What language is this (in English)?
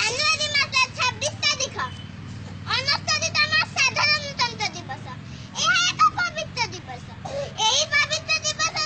Odia